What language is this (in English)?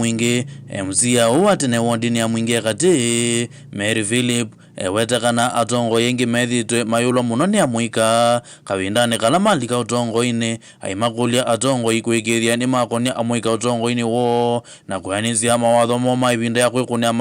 Kamba